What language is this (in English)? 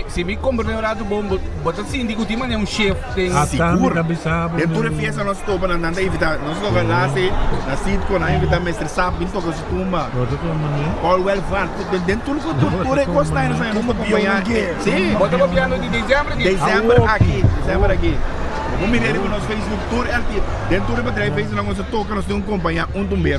Papiamento